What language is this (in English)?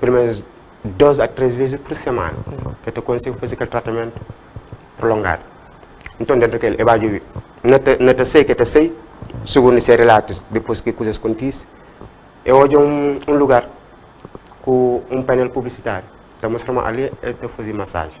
Kabuverdianu